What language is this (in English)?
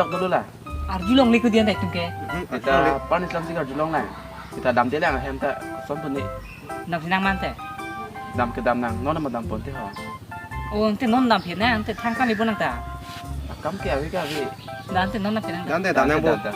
Karbi